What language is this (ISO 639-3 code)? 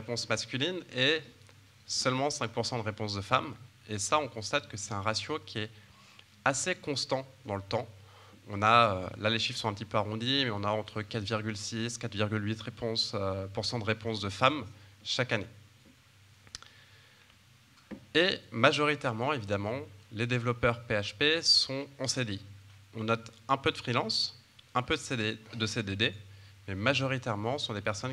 fra